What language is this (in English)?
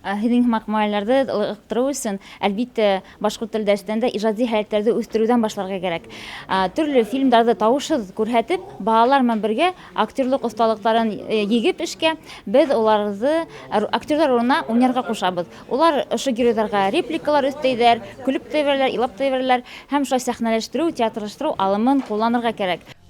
Bashkir